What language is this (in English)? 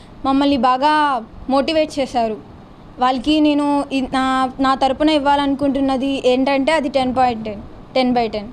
Telugu